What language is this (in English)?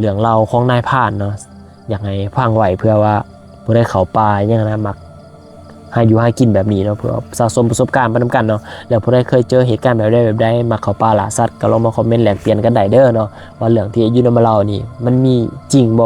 Lao